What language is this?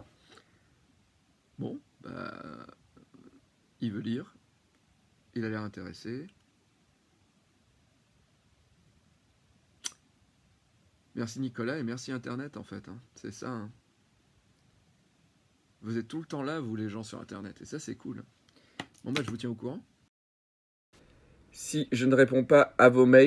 French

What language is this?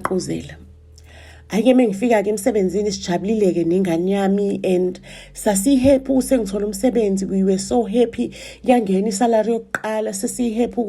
Zulu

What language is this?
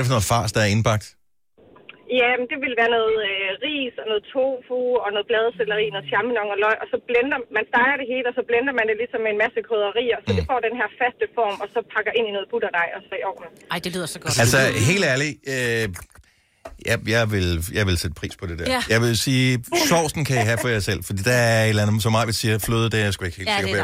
Danish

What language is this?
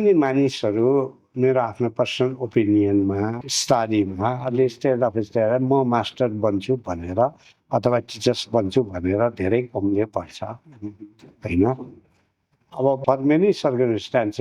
Nepali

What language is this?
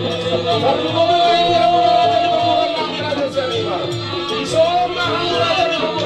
Batak Toba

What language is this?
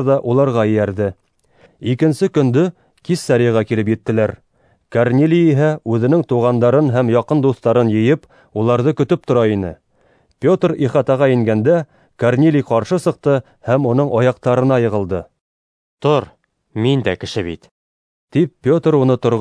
Bashkir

